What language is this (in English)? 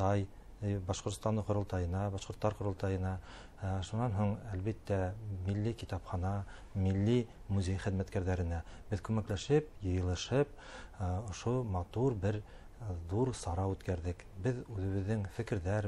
Bashkir